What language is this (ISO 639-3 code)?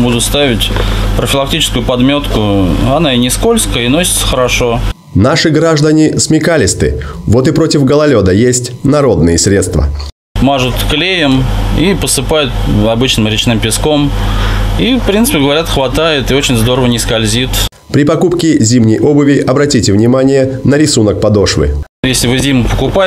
rus